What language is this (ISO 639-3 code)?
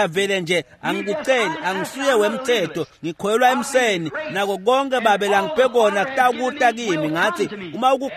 ssw